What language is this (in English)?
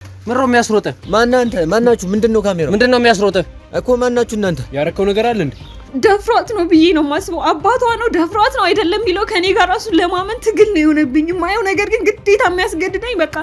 Amharic